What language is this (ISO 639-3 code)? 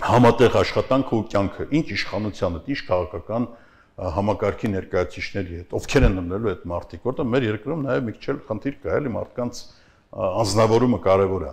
hye